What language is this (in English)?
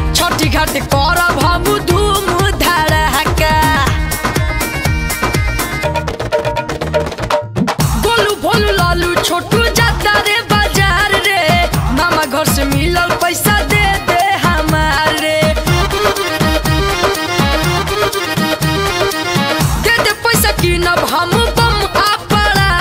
Bhojpuri